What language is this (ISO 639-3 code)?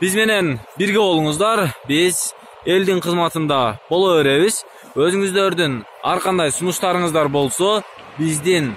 kir